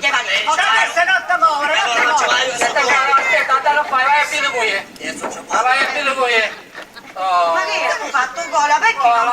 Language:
Sicilian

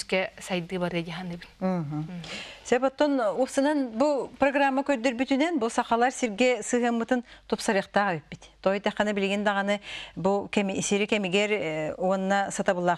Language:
Yakut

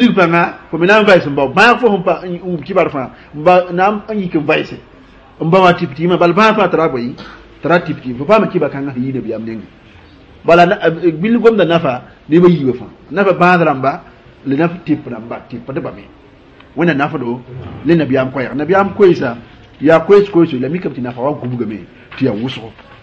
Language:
Mossi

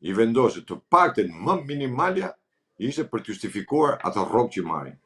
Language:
Albanian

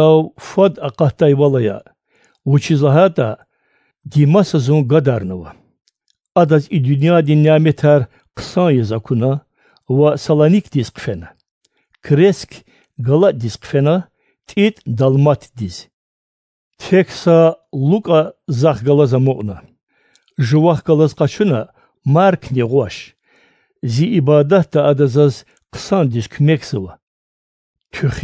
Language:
Lezghian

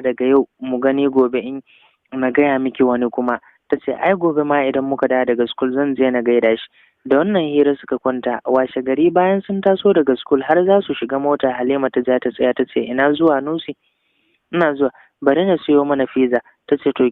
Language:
Hausa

